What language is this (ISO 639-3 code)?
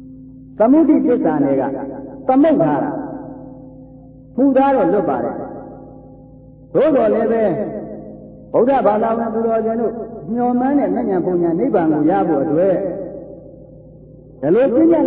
mya